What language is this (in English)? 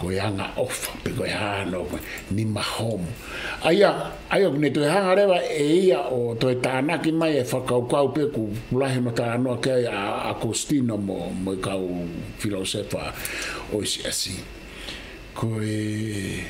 Tongan